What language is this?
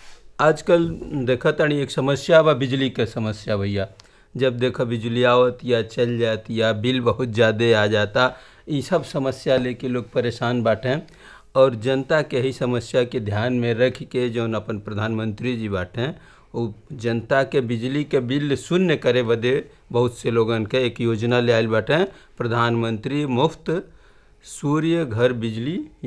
Bhojpuri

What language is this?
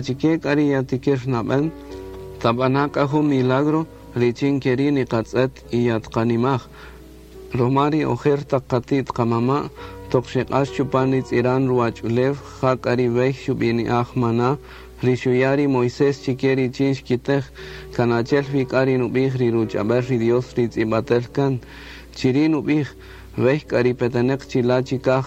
Kaqchikel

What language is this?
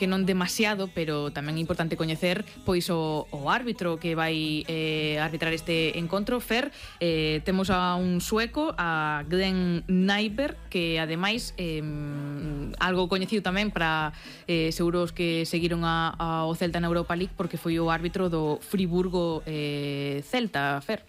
Galician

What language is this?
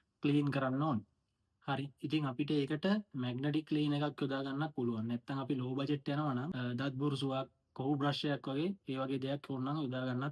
Sinhala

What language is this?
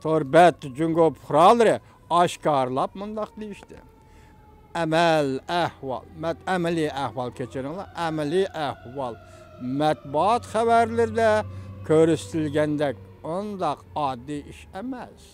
Uyghur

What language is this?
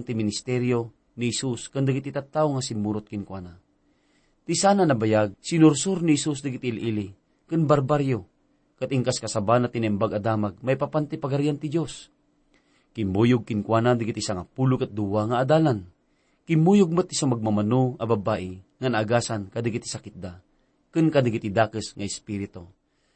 Iloko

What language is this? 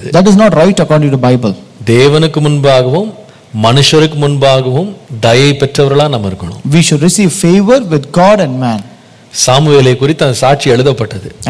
Tamil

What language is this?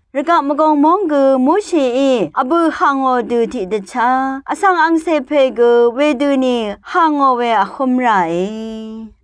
Rawang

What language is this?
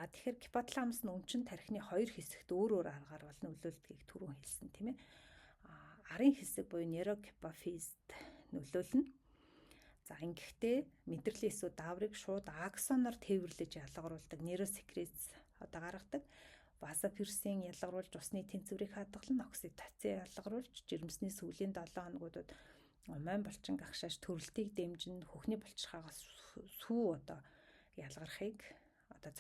Mongolian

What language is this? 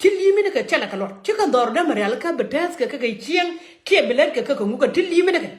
Nuer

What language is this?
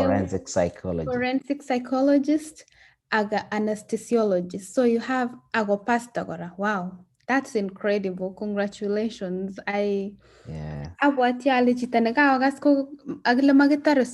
Kalenjin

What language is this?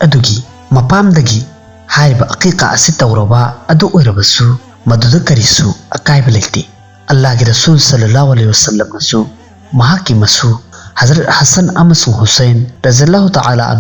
Manipuri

